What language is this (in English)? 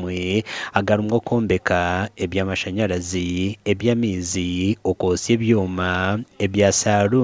Nyankole